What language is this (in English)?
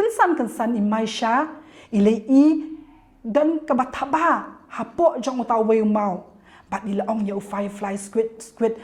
Khasi